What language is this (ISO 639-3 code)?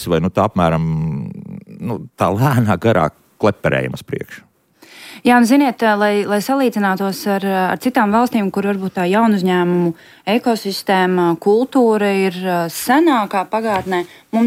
lav